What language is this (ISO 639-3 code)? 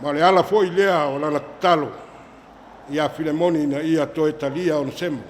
smo